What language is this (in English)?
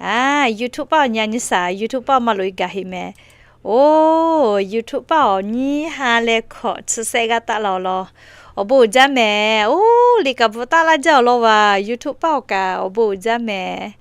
Lahu